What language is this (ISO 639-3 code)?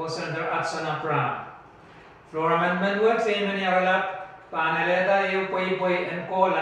pon